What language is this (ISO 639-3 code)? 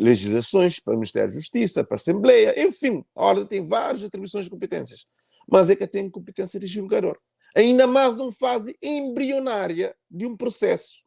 kea